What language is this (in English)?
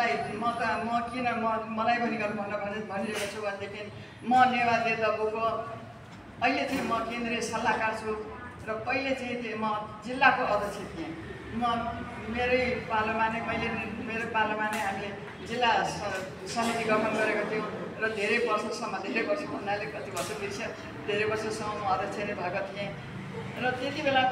Nepali